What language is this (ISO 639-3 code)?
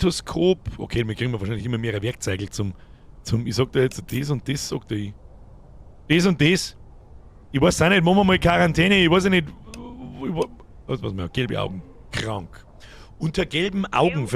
bar